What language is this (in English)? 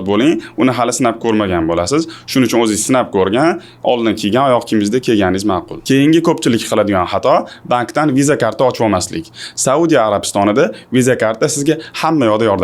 Uzbek